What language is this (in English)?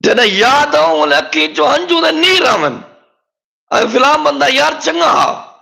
Saraiki